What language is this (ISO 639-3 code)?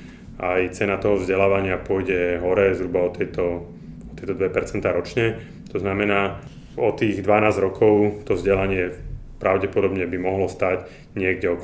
slk